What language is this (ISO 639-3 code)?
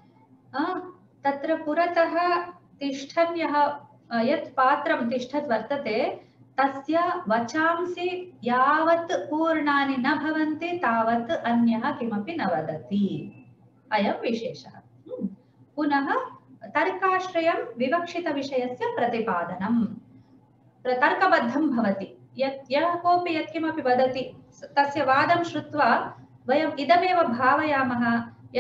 san